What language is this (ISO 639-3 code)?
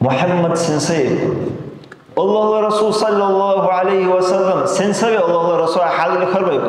dar